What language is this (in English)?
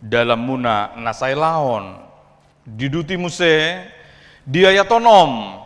Batak Toba